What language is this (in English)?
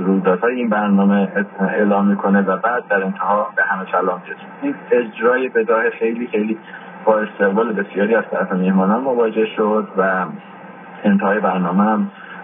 Persian